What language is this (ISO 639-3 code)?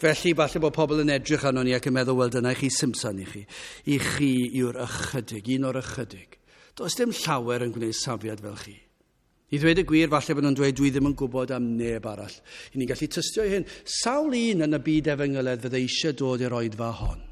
cym